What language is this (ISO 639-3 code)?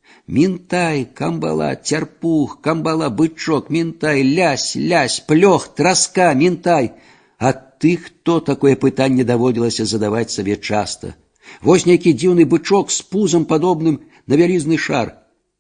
bel